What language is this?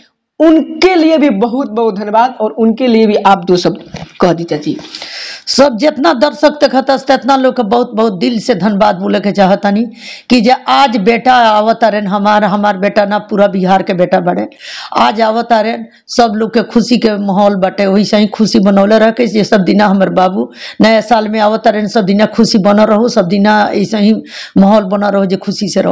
Bhojpuri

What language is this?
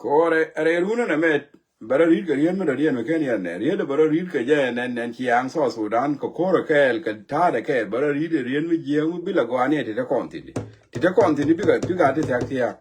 Nuer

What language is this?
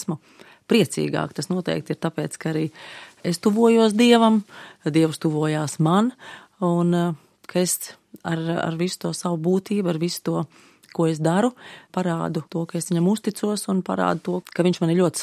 Latvian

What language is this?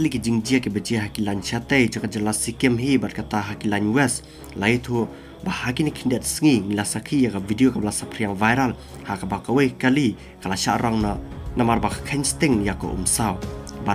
Khasi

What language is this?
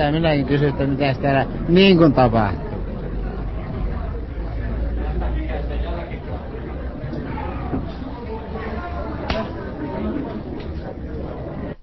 Finnish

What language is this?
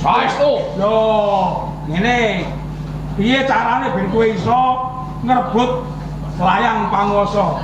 Javanese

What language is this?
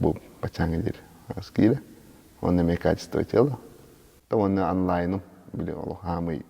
Yakut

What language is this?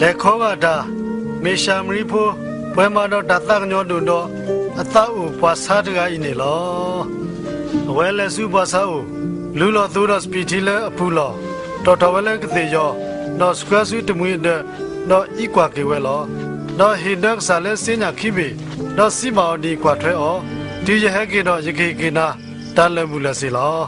S'gaw Karen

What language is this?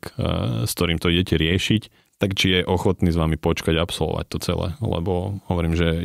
Slovak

